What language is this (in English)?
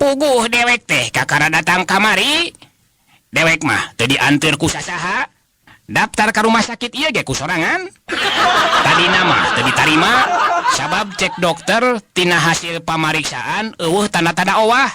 Sundanese